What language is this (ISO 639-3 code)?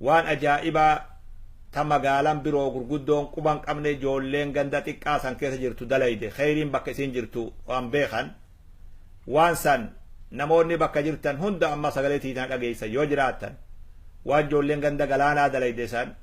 orm